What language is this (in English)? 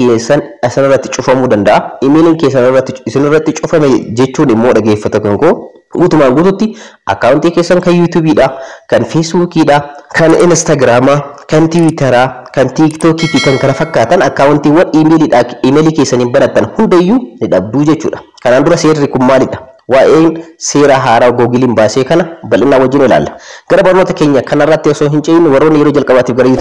Oromo